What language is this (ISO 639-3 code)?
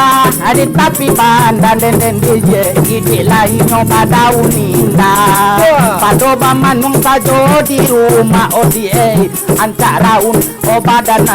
min